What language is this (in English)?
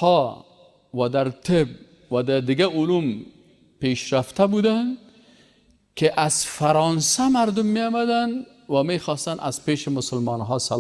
Persian